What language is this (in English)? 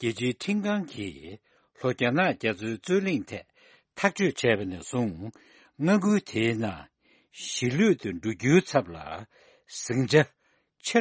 Tibetan